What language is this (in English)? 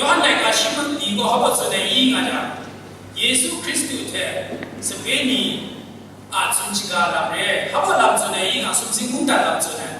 Kachin